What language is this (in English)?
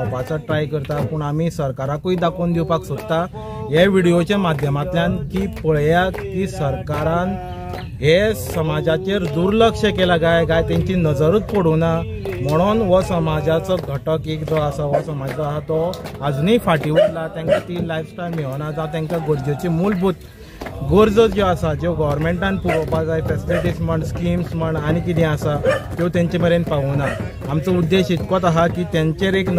Konkani